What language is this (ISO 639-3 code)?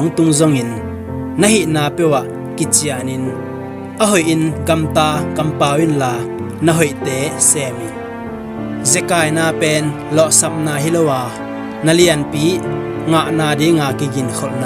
ctd